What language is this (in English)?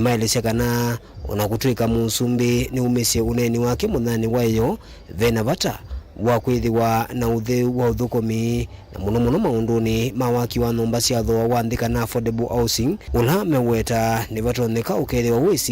Kamba